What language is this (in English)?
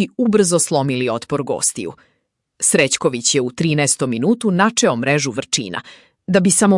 Serbian